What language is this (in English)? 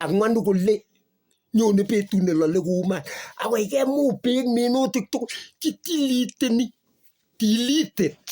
Kalenjin